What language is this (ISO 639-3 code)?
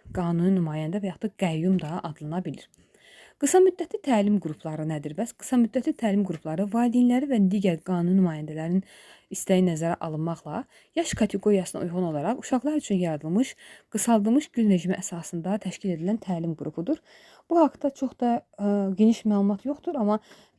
aze